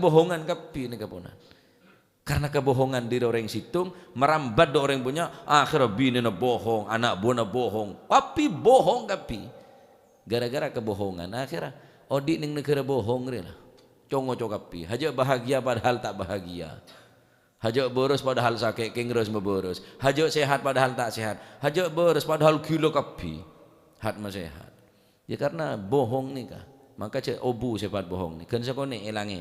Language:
Madurese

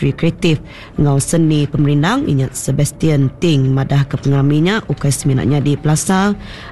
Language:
Iban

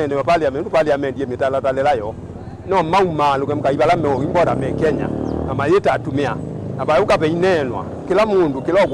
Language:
Kamba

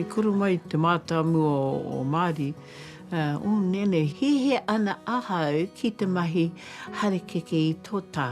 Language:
Māori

